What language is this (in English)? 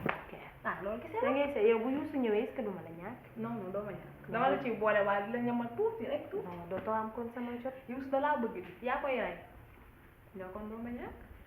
Wolof